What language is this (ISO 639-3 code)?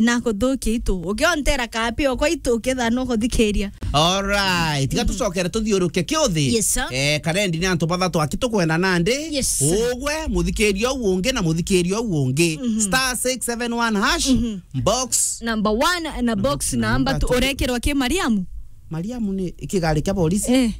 mer